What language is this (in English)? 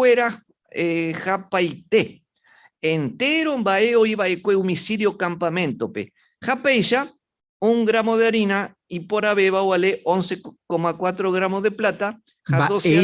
Guarani